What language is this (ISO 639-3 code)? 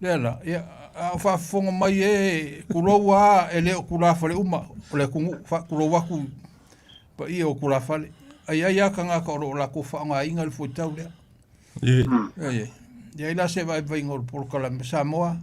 smo